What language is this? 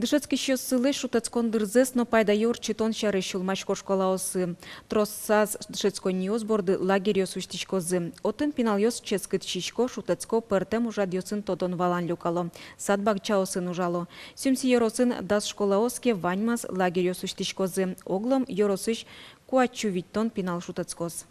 Udmurt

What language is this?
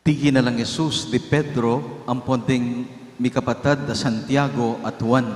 Pampanga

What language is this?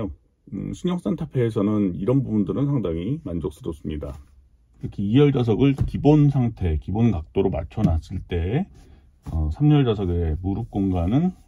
Korean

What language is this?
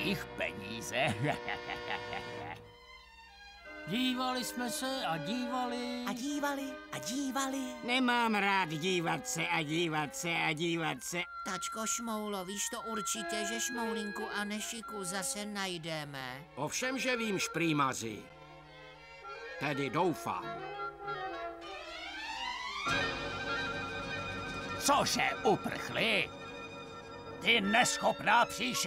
Czech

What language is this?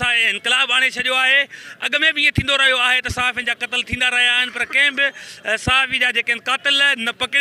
Sindhi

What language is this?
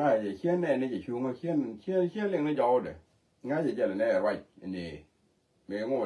Nuer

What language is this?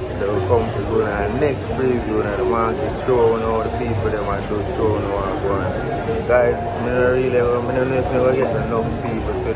Jamaican Creole English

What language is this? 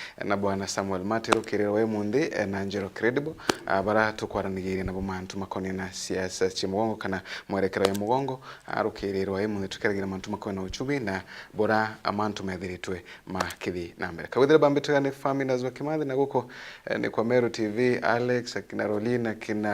Meru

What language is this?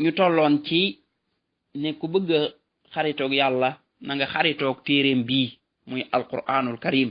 Wolof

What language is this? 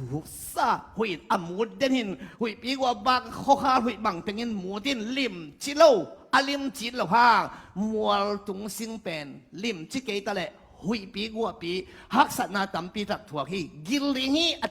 Tedim Chin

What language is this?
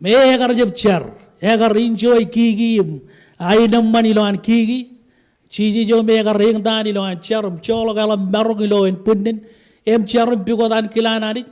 Marshallese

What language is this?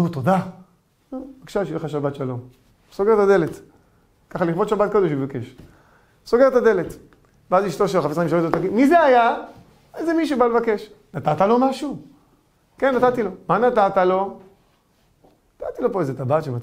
Hebrew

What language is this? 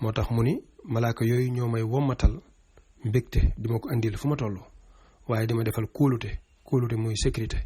Wolof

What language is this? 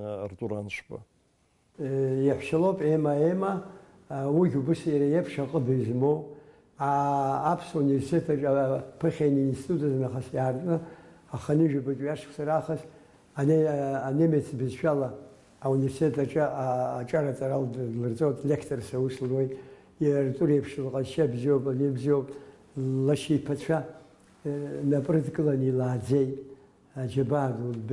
Abkhazian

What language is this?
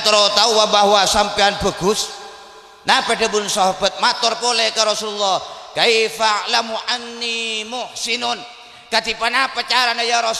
Madurese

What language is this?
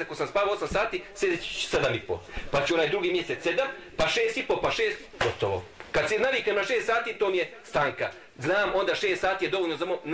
Bosnian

